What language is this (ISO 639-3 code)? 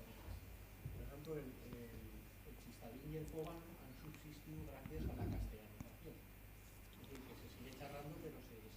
arg